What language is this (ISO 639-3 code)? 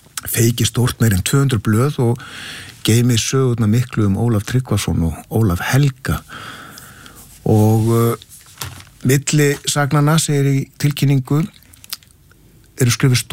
isl